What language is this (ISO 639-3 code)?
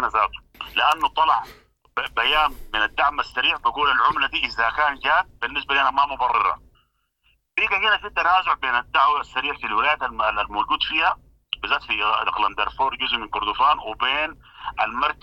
apd